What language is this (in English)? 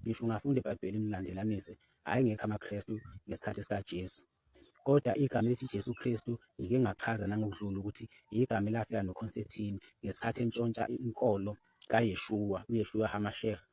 Zulu